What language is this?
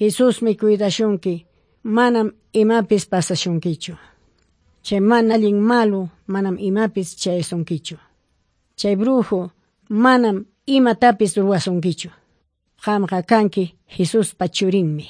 Ayacucho Quechua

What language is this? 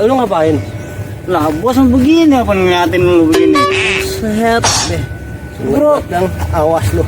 Betawi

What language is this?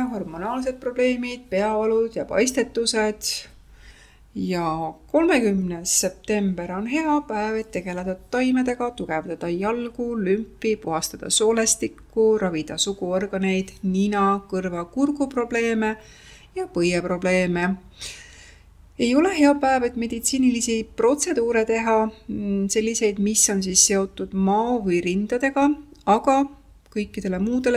Estonian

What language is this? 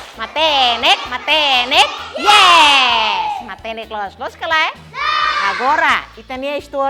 Tetum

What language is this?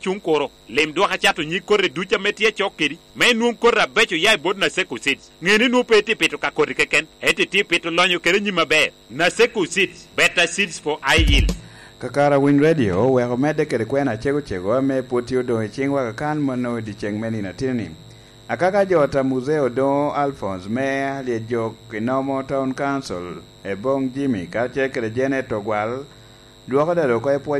Lango (Uganda)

